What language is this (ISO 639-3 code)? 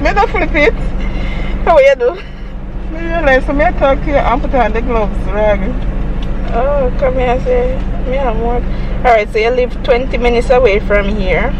jam